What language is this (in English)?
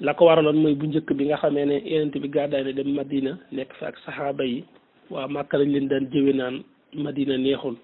Wolof